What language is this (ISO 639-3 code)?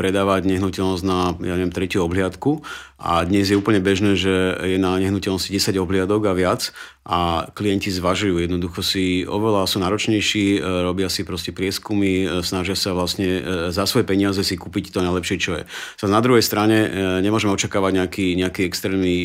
slk